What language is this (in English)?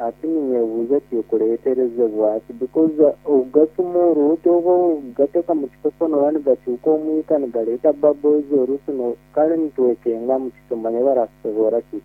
Nyankole